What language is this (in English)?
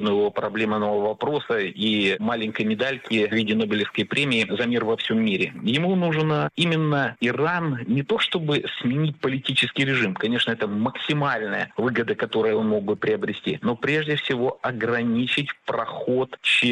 Russian